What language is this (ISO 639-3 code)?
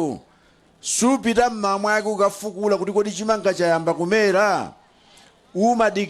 nya